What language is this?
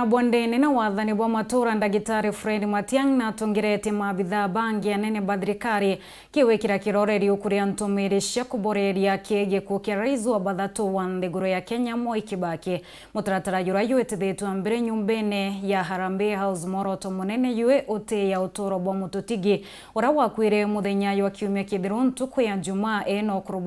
Meru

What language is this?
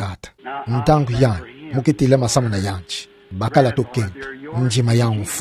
Kituba (Democratic Republic of Congo)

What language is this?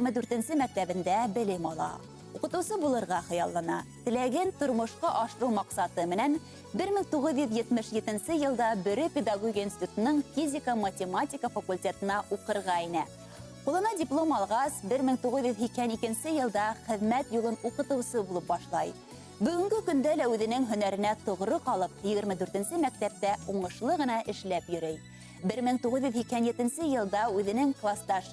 Bashkir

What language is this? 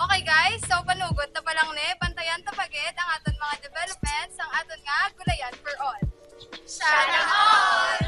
Hiligaynon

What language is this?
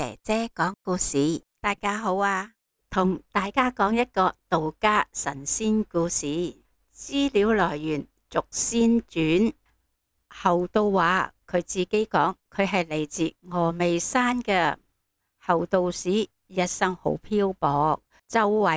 Cantonese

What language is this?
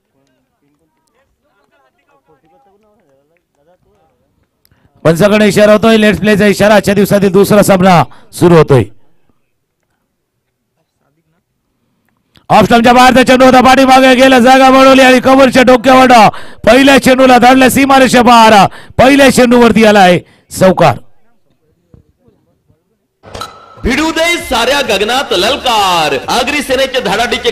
Marathi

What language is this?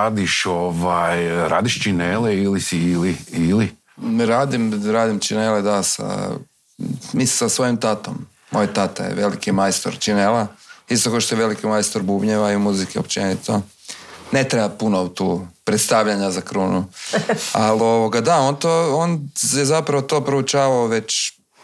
Croatian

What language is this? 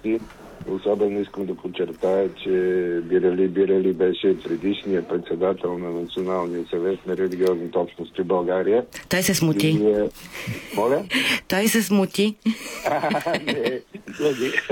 Bulgarian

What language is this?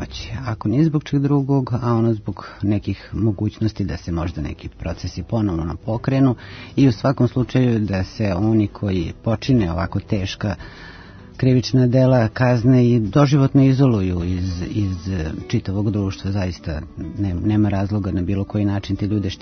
Serbian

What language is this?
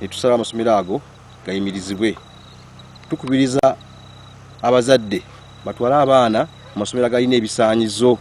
Ganda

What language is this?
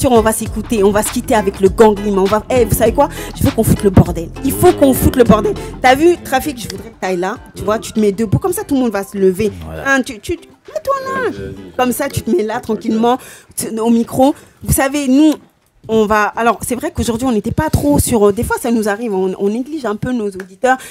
French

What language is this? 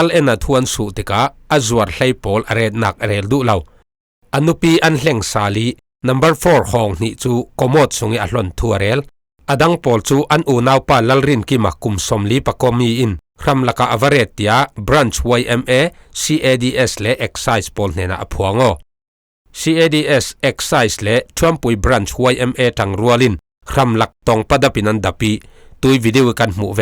Falam Chin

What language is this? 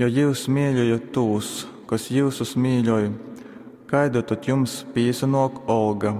Latgalian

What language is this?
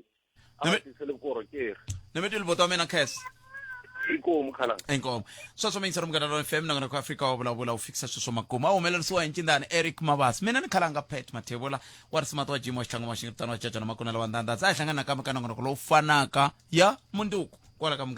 Tsonga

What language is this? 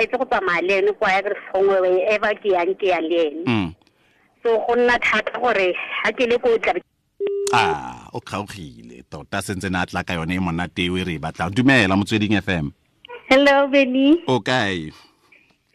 Tswana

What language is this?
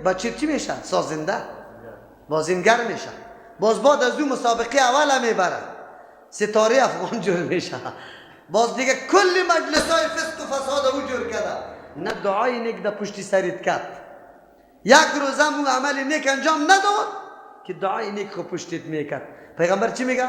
Persian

